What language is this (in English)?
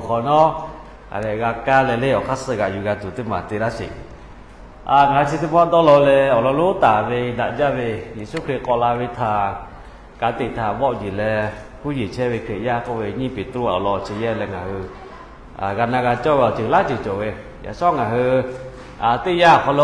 Lahu